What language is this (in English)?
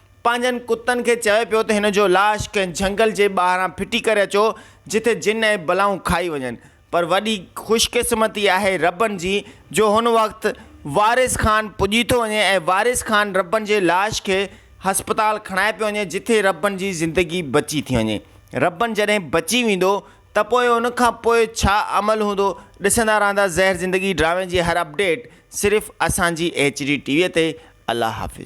Sindhi